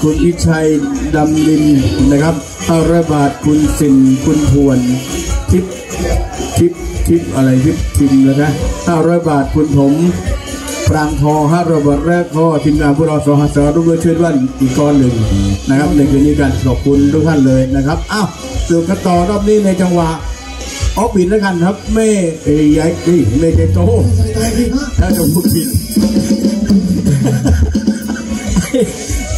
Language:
Thai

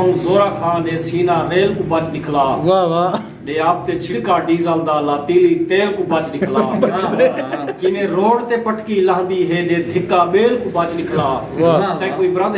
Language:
Saraiki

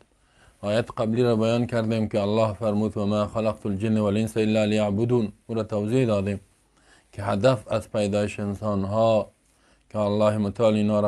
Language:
Persian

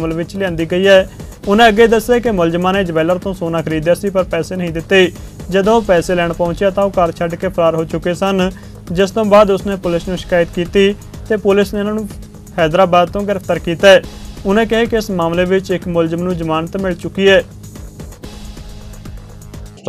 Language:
Punjabi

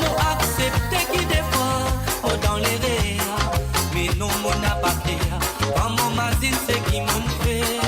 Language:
Morisyen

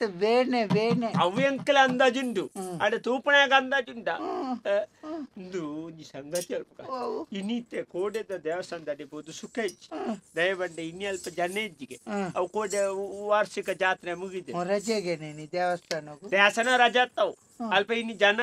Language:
Tulu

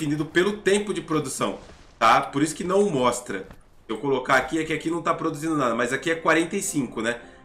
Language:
Portuguese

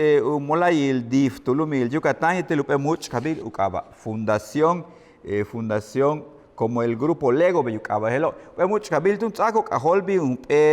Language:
Yucateco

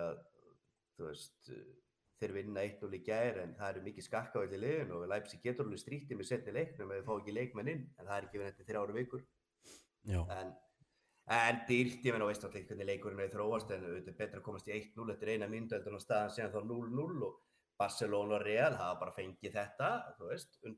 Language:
Icelandic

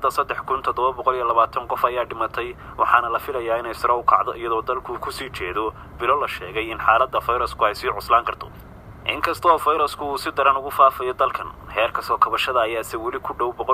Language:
Somali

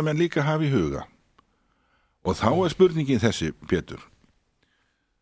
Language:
Icelandic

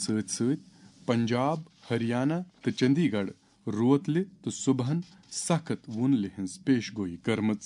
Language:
Kashmiri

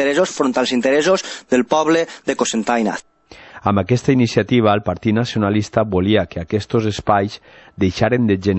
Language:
Catalan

